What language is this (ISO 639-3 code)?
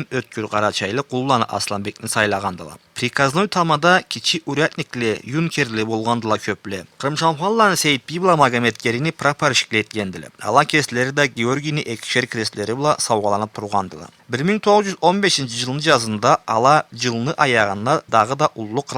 krc